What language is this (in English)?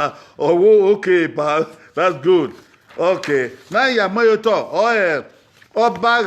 Bini